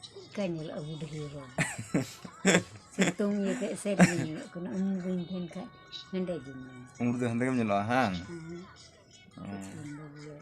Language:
Santali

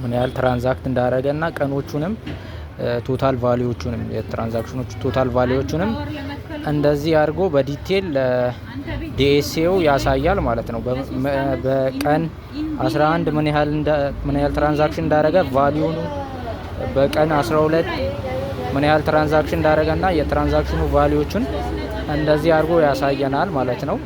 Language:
Amharic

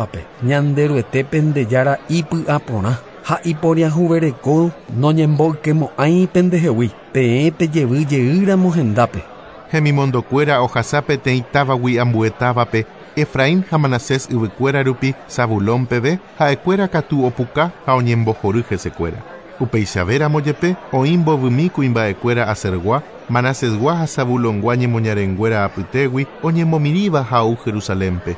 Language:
Guarani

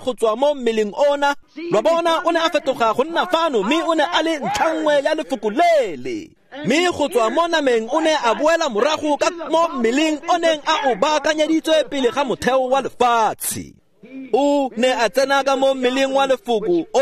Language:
Tswana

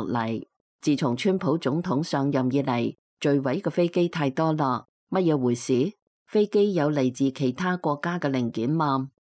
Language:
Cantonese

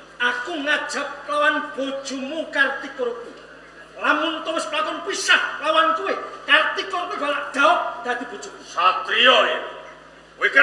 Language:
Javanese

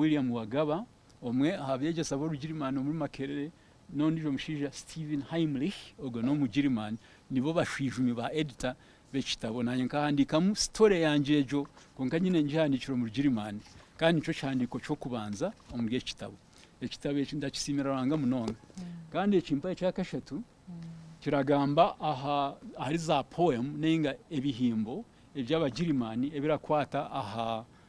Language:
Nyankole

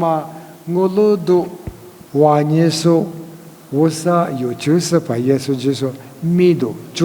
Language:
Lisu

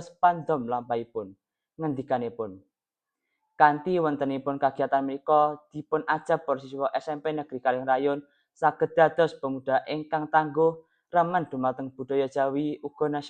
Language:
Javanese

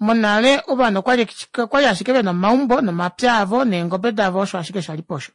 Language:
Kuanyama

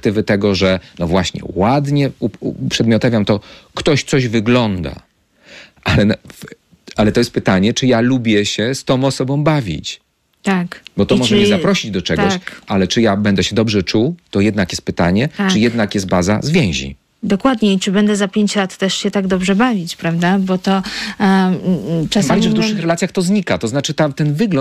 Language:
Polish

